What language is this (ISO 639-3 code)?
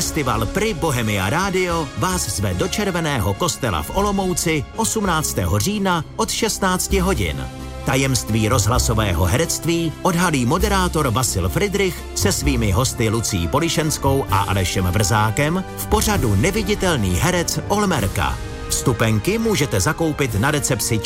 ces